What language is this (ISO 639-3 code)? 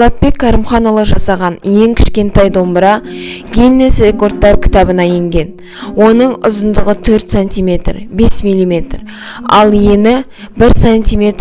kaz